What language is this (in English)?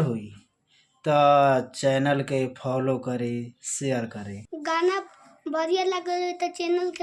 Bhojpuri